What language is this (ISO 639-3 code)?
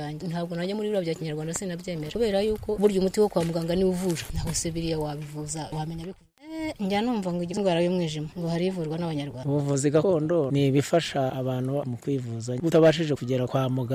kin